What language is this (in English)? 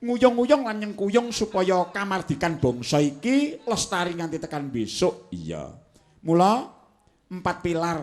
Javanese